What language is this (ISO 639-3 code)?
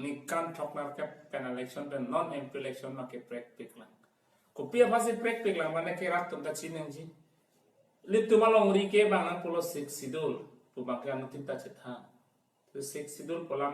mjw